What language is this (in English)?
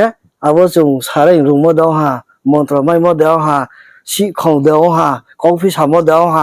Riang (India)